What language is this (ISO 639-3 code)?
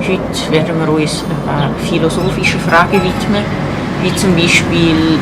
gsw